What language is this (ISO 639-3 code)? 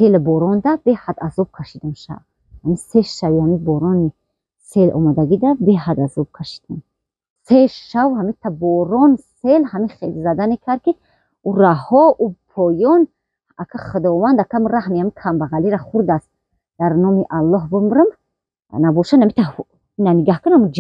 tgk